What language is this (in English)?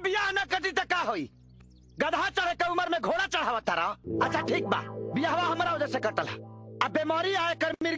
Bhojpuri